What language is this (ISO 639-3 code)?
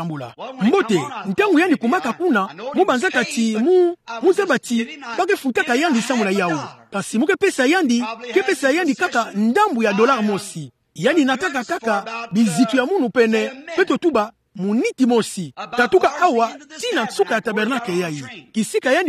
ktu